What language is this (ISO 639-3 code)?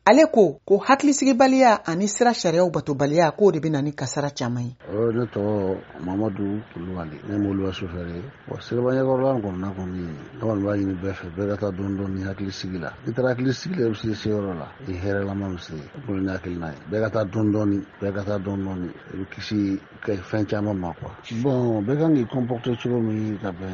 bam